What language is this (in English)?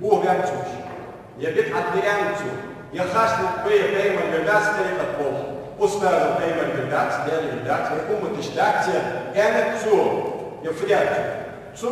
Ingush